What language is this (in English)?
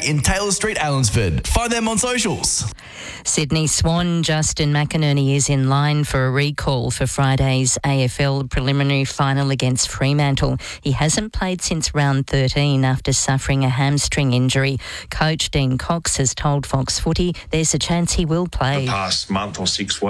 English